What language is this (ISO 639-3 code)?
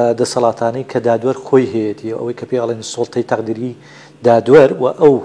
ckb